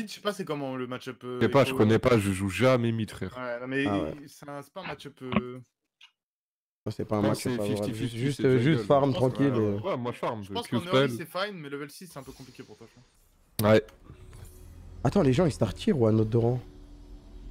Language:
French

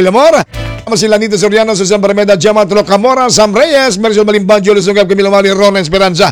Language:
Filipino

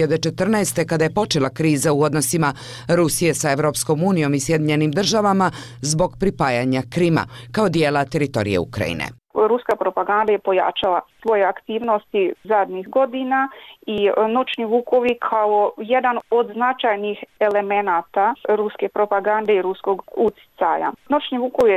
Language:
Bosnian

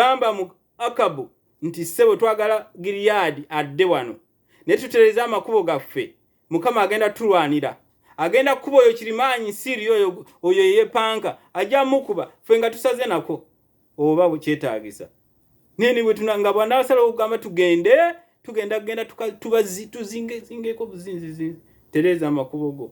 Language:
Ganda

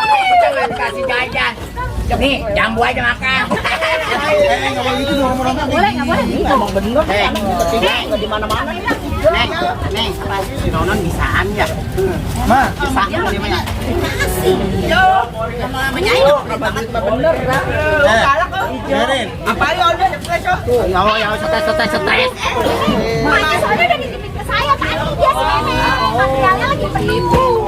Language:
Betawi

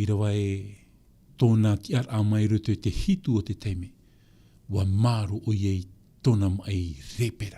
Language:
Tahitian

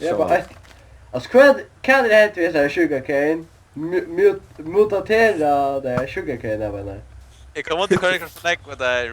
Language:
Faroese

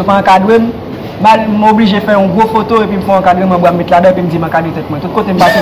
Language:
Haitian Creole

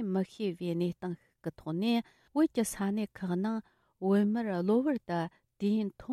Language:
Tibetan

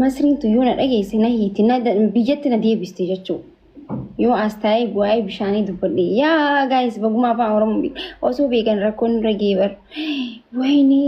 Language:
Oromo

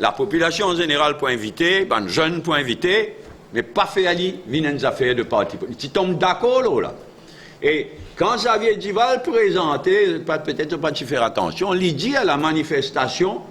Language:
Morisyen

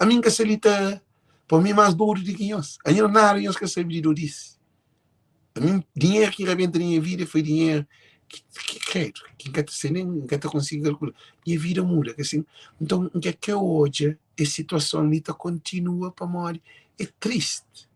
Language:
Kabuverdianu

